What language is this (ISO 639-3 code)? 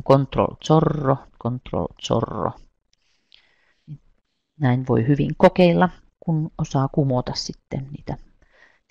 fin